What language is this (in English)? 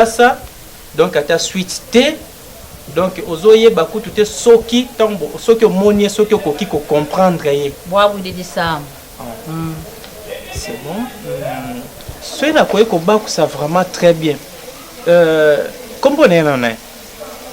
Lingala